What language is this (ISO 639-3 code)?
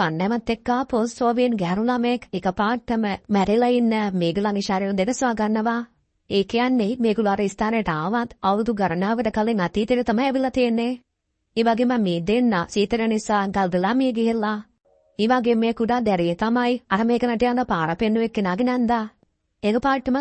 sin